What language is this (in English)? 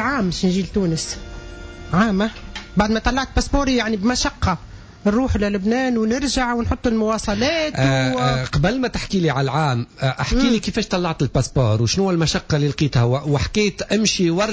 Tunisian Arabic